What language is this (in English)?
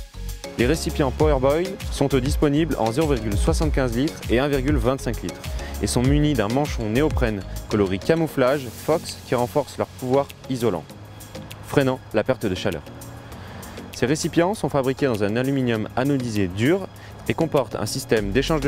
French